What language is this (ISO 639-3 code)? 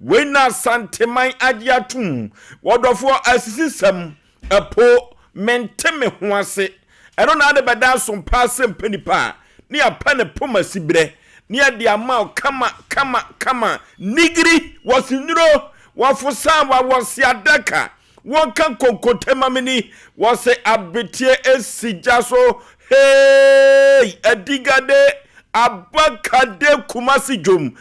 aka